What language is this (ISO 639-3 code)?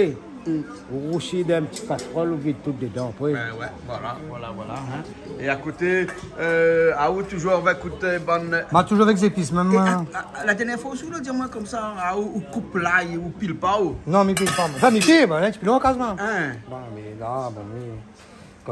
rcf